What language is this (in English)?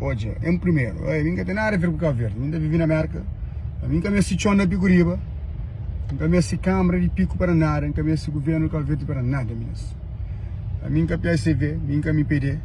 Kabuverdianu